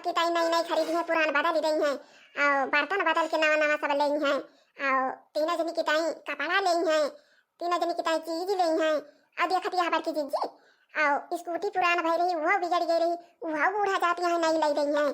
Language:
Awadhi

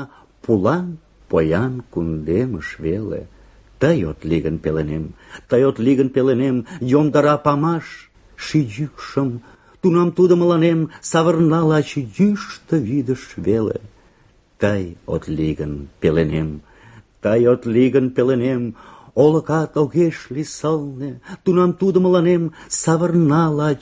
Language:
Mari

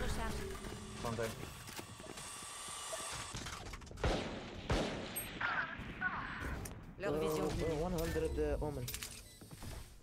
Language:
French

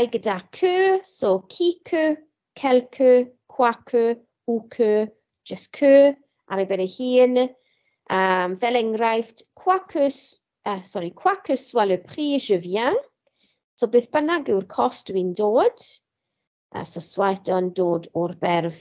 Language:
Welsh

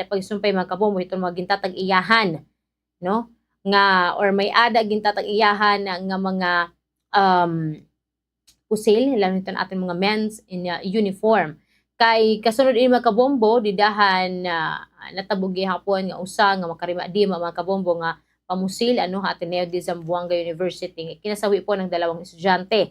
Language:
Waray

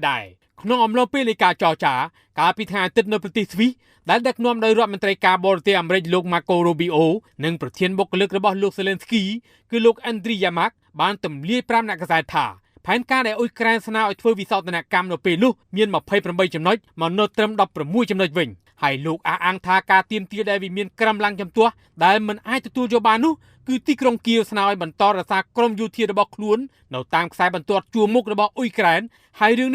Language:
Khmer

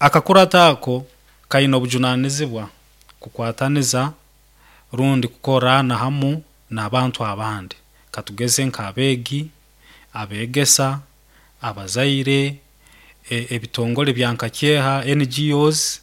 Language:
Nyoro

